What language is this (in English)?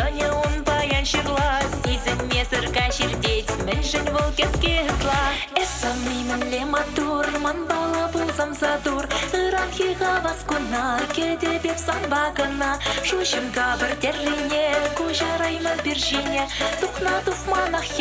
Chuvash